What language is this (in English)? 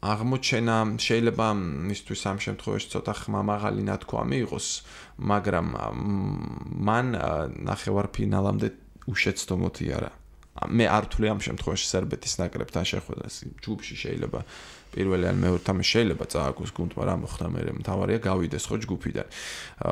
Georgian